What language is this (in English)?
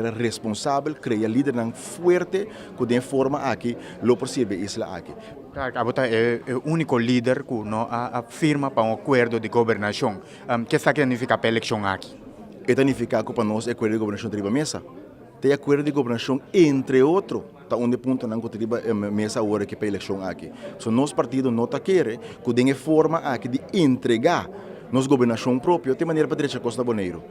Papiamento